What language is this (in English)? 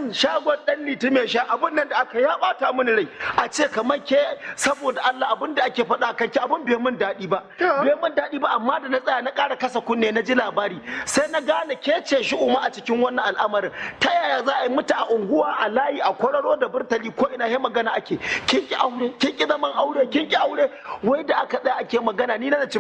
Hausa